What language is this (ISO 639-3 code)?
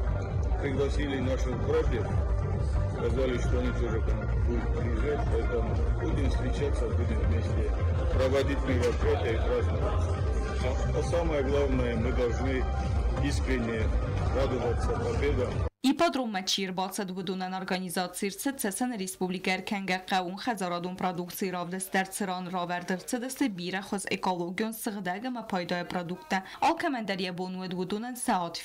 oss